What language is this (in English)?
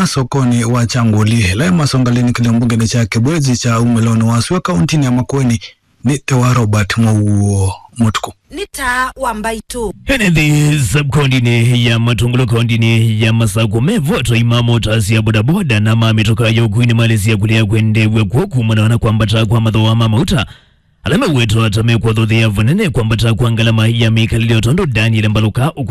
Kamba